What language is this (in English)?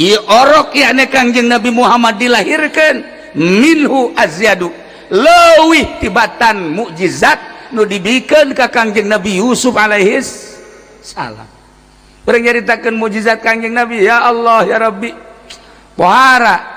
Sundanese